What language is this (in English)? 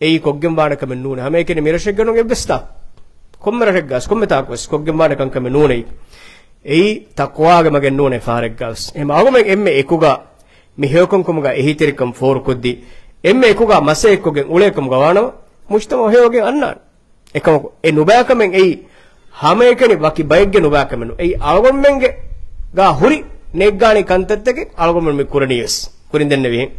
Divehi